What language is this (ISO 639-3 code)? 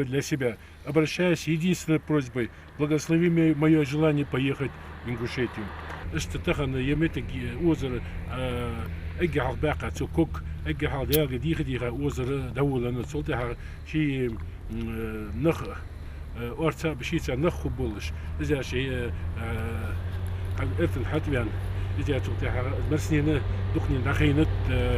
inh